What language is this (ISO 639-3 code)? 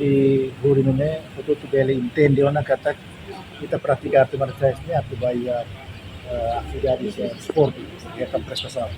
tet